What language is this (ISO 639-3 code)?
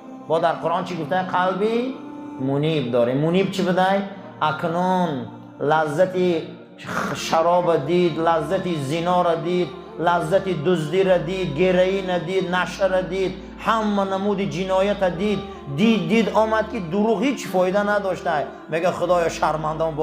tgk